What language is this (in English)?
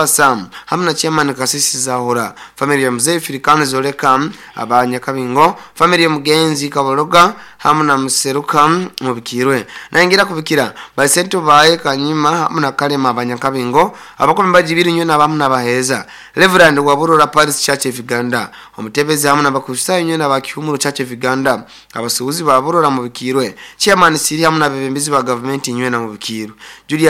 Nyoro